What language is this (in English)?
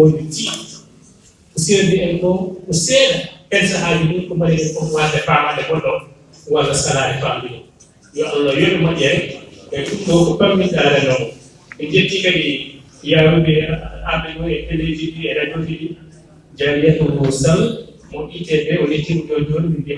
Fula